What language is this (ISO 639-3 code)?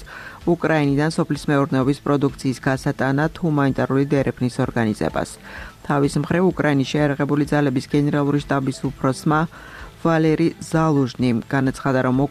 kat